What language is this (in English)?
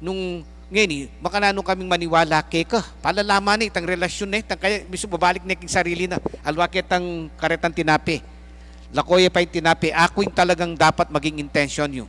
Pampanga